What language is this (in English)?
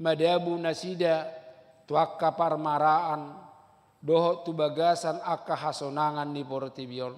Batak Toba